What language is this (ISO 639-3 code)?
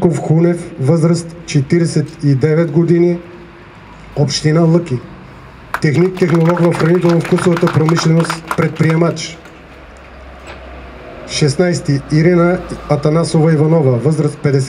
bul